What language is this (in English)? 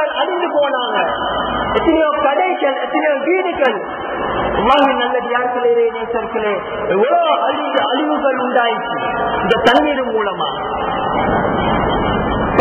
Tamil